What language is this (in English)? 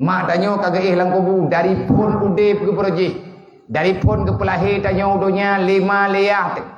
Achinese